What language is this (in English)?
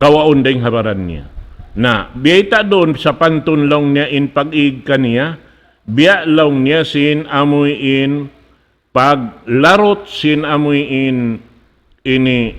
Tausug